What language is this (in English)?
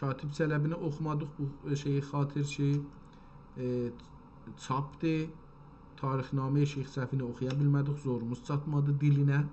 South Azerbaijani